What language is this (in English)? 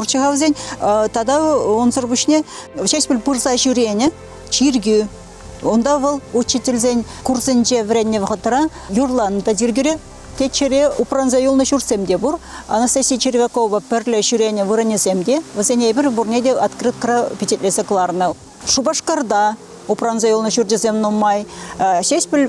Chuvash